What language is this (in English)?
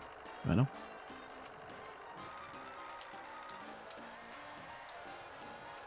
French